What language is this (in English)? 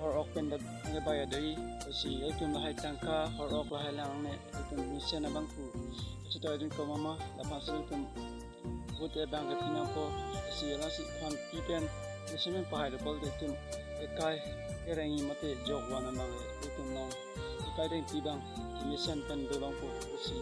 Karbi